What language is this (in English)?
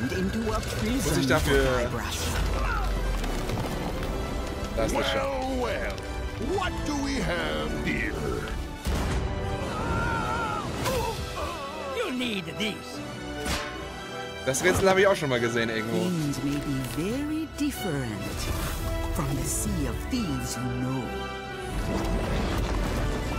German